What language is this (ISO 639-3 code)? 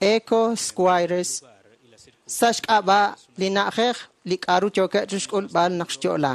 kek